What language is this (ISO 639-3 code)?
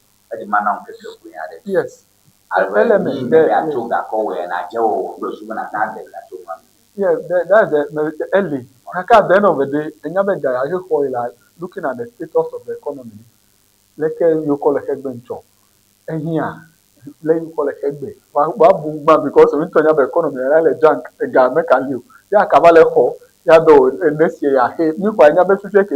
ewe